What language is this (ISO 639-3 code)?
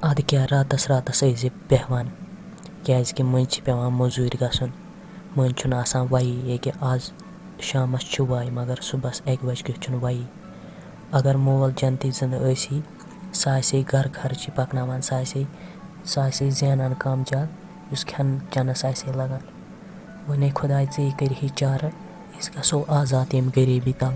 kas